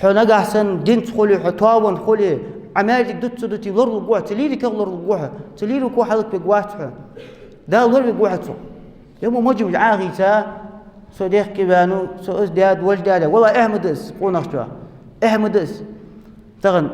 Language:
Ingush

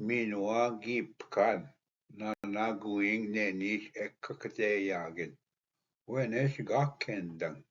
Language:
Ojibwa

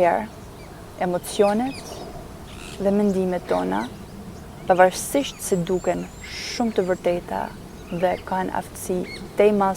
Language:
Albanian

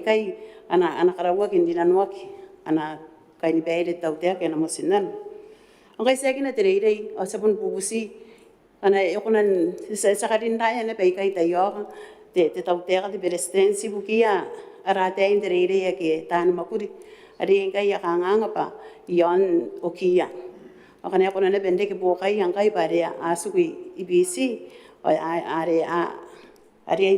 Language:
Gilbertese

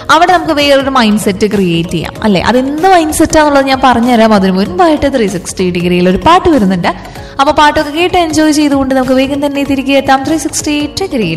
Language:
Malayalam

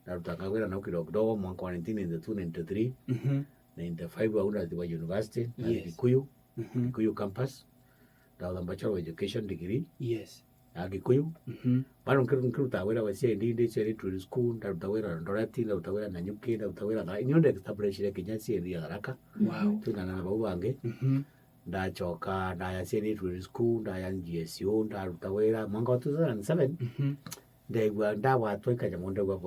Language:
Meru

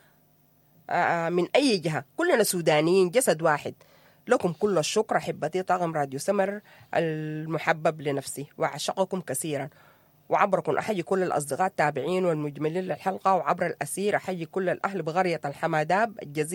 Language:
Sudanese Arabic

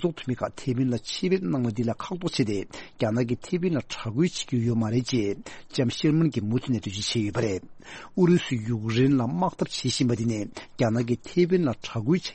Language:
Tibetan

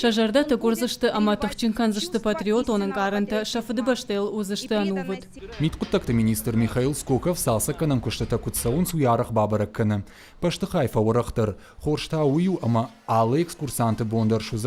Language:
Ossetic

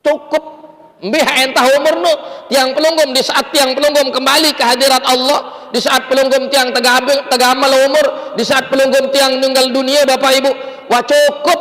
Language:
Sasak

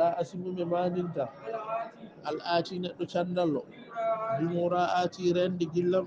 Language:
Fula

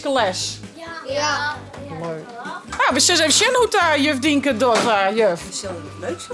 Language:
Western Frisian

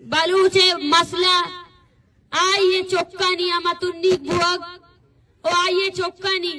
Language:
Baluchi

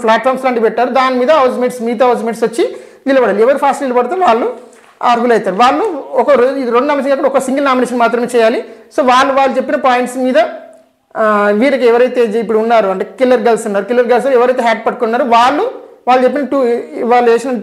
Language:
Telugu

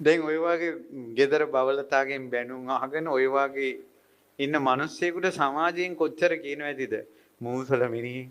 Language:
Sinhala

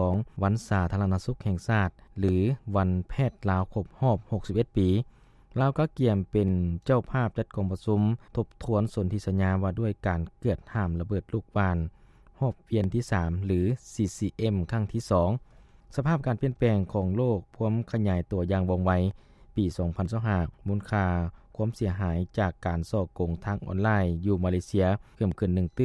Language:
Lao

